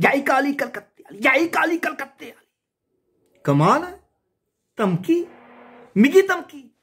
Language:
Dogri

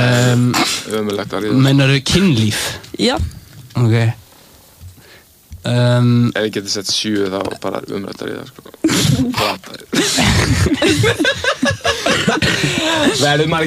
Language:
Icelandic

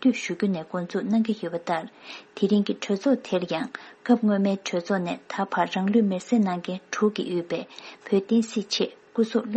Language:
Tibetan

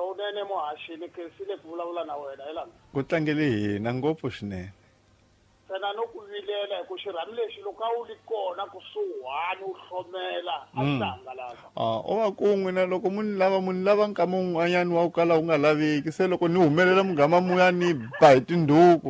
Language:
Tsonga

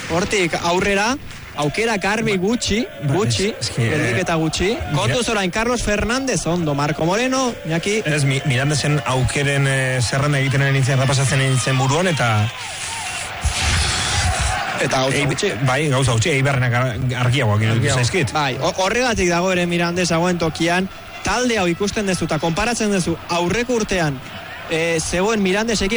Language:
Basque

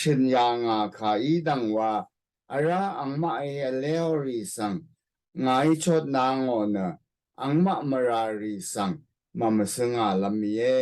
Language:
Rawang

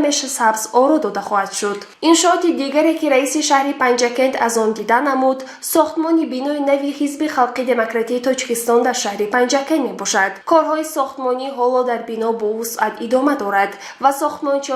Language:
Tajik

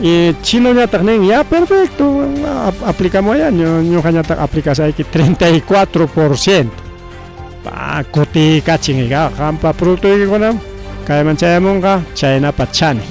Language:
Ayacucho Quechua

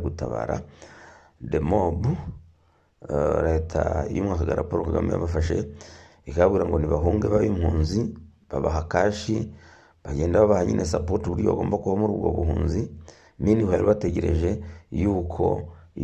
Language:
Kinyarwanda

